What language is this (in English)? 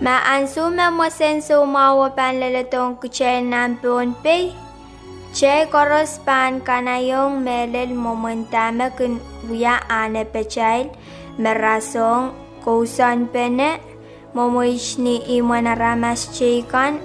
Pohnpeian